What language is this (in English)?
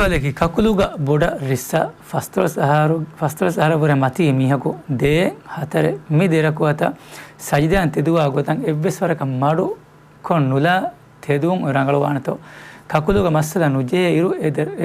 Divehi